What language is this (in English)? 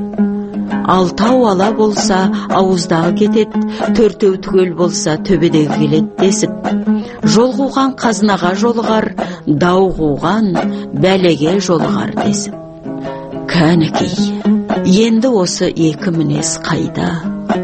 Kazakh